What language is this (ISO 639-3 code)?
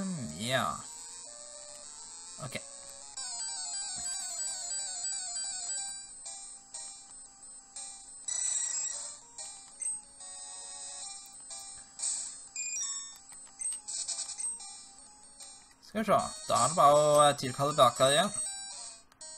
nor